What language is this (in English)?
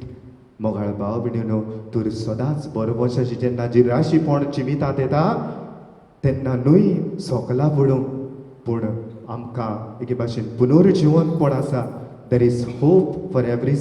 Konkani